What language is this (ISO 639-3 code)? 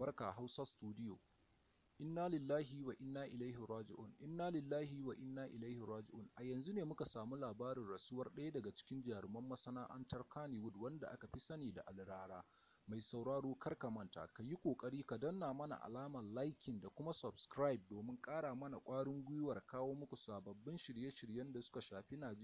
hau